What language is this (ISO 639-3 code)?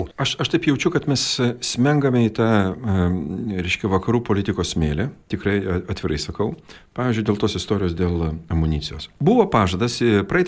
lit